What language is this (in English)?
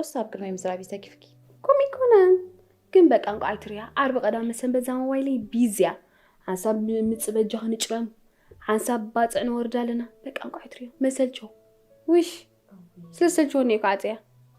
Tigrinya